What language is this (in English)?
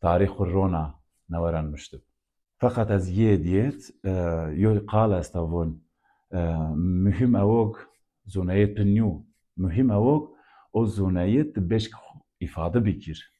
Zaza